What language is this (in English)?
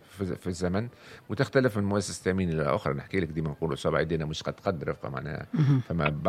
Tunisian Arabic